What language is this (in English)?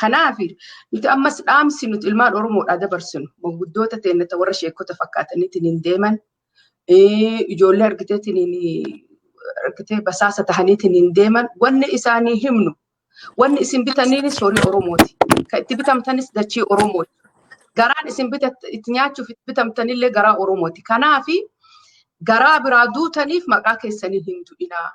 Oromo